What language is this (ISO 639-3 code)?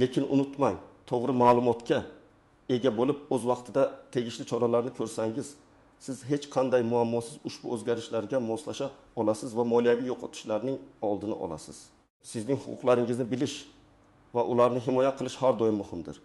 uzb